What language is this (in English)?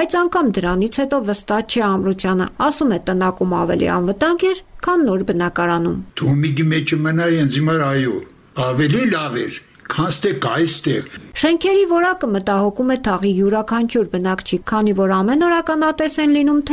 Armenian